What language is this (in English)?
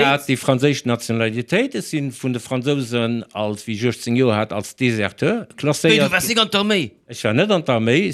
Luxembourgish